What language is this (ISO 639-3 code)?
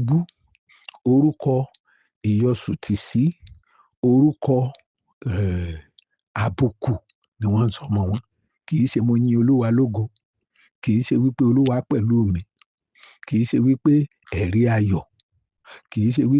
yor